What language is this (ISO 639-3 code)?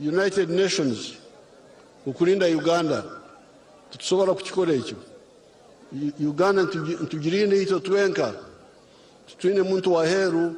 nyn